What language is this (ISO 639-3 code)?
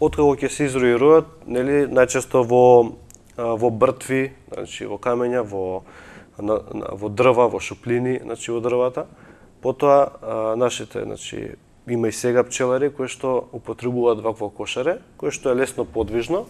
mkd